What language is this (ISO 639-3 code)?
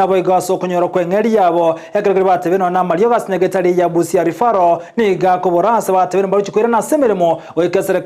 guz